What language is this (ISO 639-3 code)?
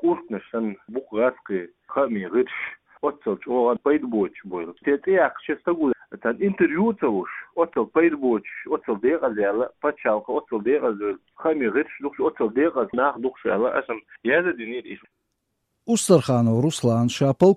che